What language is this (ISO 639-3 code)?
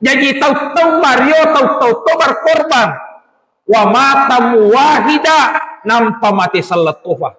bug